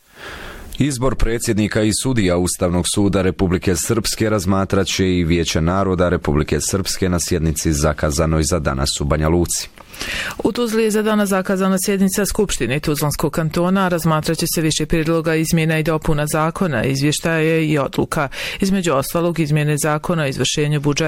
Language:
Bosnian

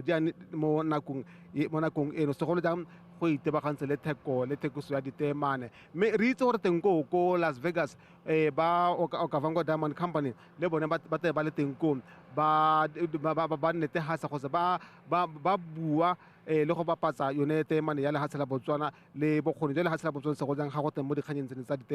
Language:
Tswana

